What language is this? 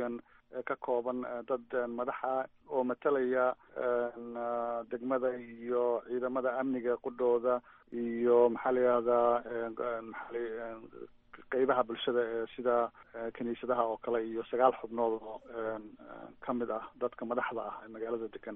Somali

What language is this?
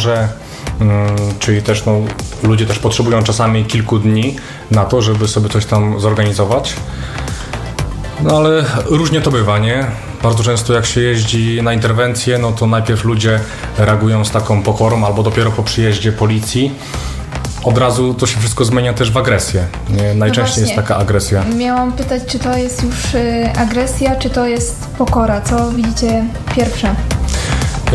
Polish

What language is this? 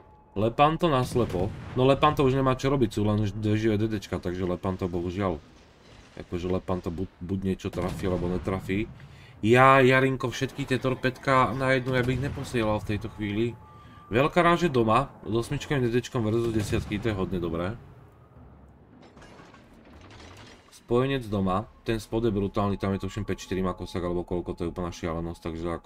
Slovak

